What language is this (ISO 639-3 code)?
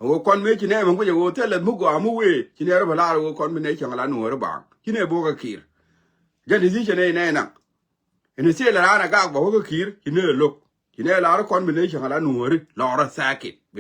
nus